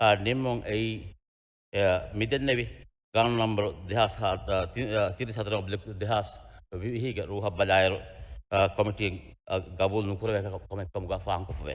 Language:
Divehi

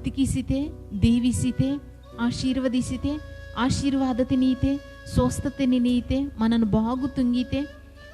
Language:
Koya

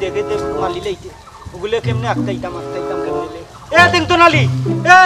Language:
Sylheti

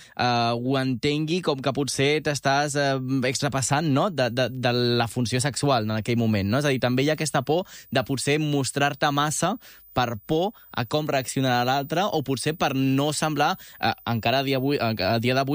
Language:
Catalan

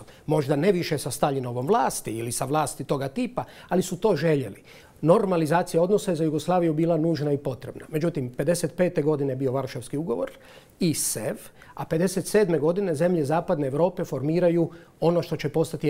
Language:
Croatian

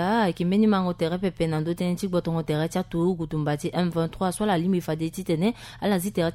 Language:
Sango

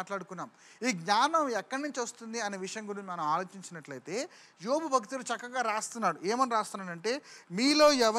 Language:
Telugu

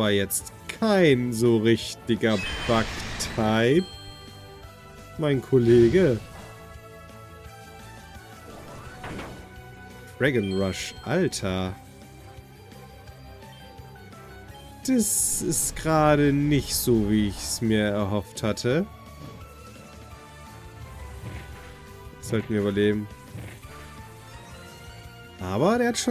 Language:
German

